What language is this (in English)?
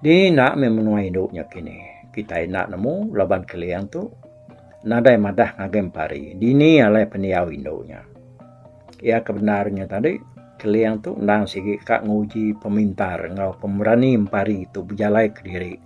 Iban